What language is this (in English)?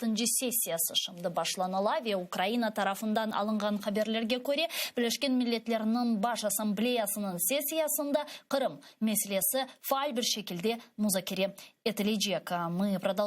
Crimean Tatar